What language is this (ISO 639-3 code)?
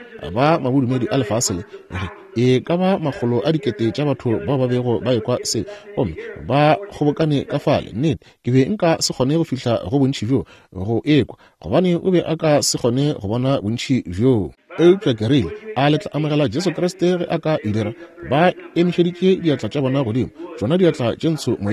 nso